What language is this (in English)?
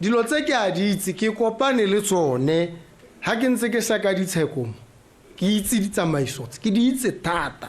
Tswana